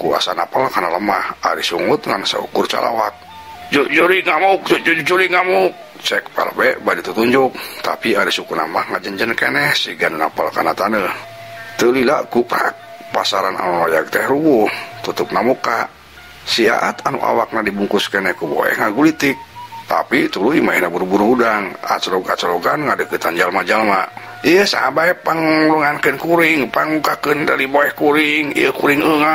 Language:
Sundanese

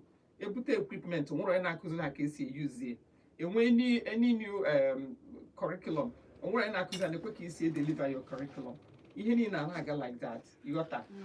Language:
Igbo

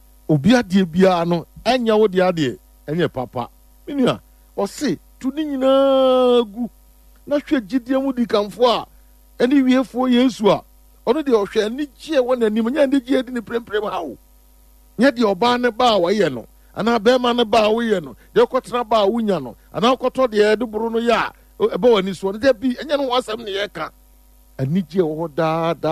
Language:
Akan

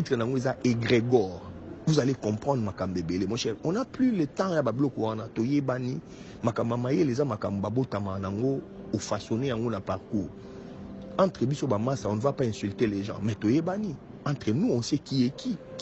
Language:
Lingala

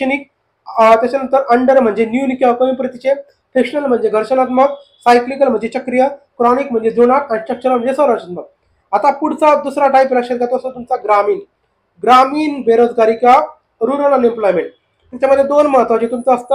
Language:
Marathi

